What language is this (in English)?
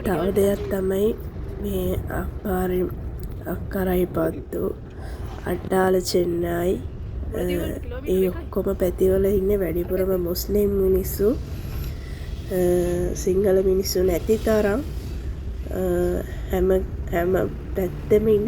Sinhala